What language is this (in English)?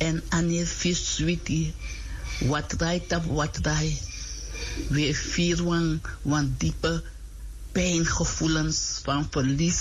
Sranan Tongo